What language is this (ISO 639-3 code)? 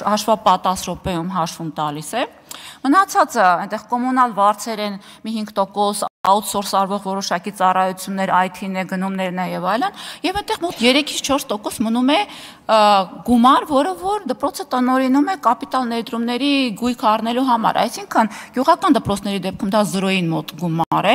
hye